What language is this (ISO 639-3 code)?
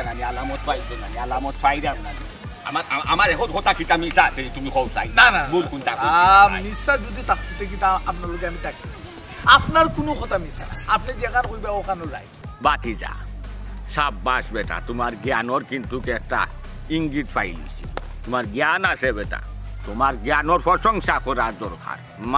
syl